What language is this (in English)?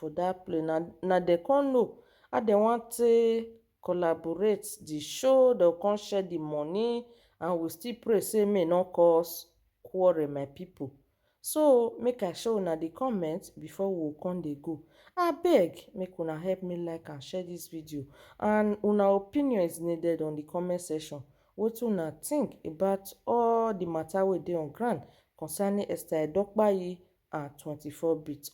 Nigerian Pidgin